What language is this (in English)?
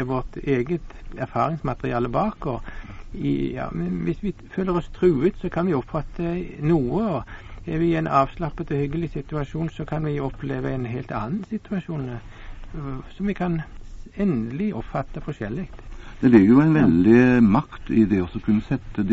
Norwegian